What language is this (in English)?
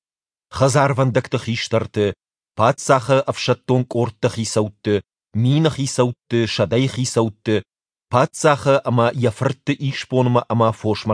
Ossetic